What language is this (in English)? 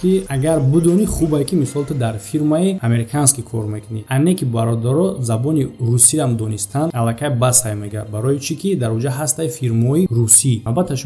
Tajik